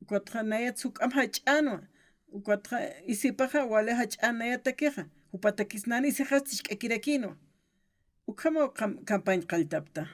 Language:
Aymara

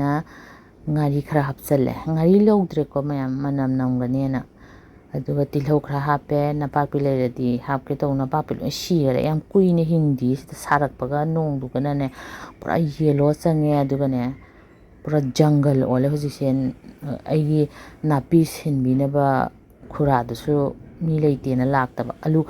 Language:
Manipuri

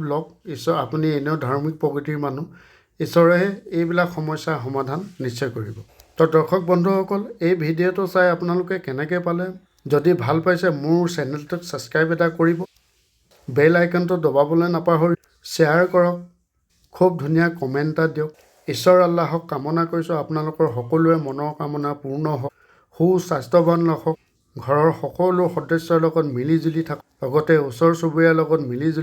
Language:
Assamese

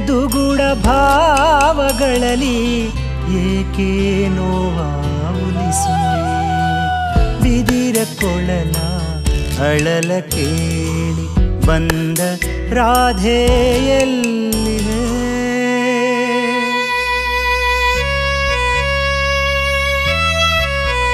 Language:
Kannada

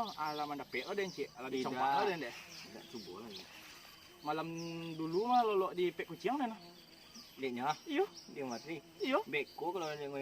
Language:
Minangkabau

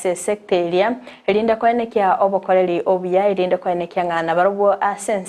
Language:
Gusii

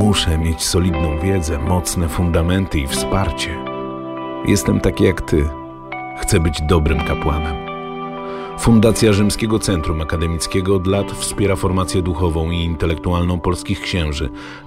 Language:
Polish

